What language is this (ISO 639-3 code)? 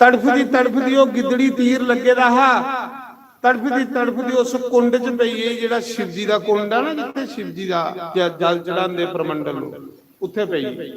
doi